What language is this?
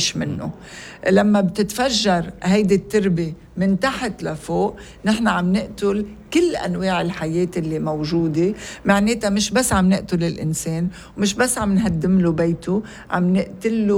North Levantine Arabic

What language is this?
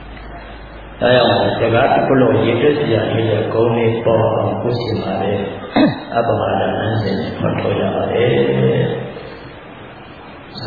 Burmese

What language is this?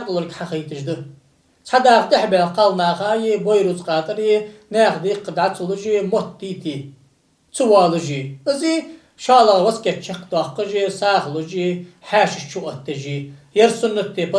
Ingush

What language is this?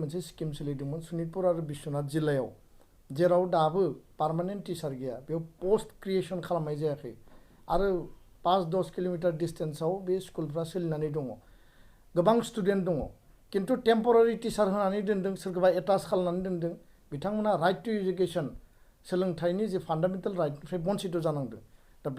Bodo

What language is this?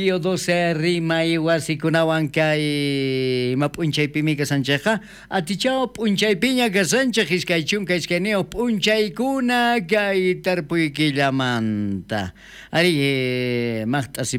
South Bolivian Quechua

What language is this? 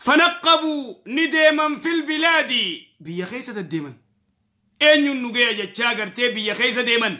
Oromo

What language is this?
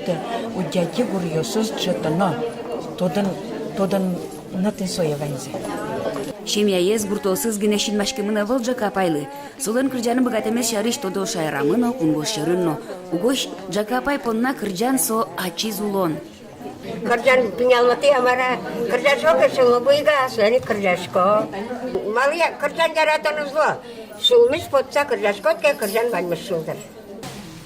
Udmurt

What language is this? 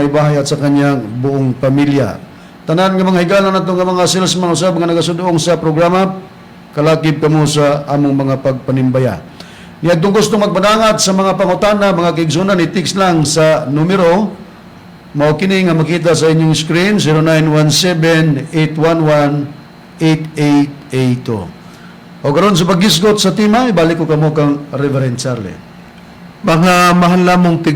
Cebuano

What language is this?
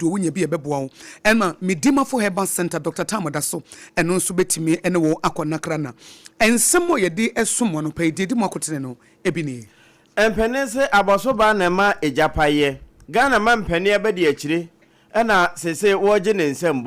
Akan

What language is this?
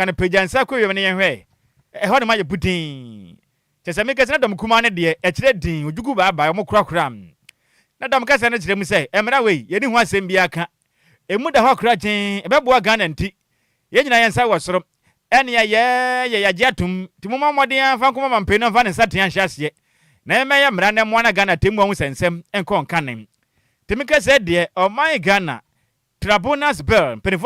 Akan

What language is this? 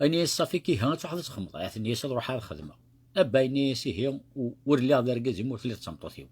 Kabyle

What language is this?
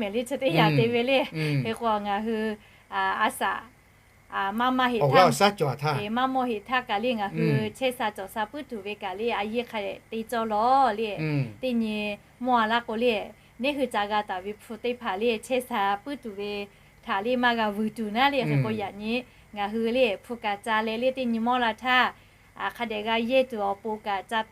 Lahu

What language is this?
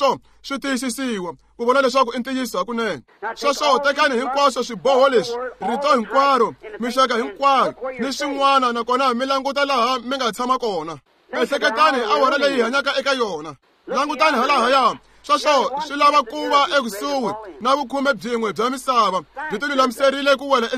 Tsonga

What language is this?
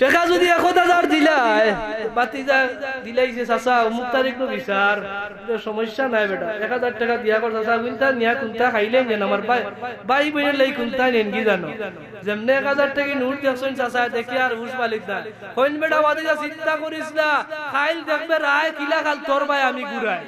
Sylheti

